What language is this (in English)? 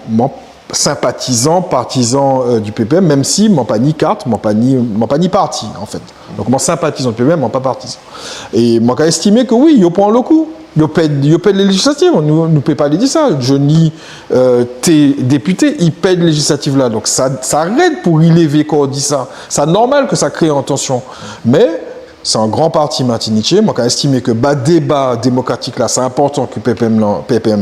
Guadeloupean Creole French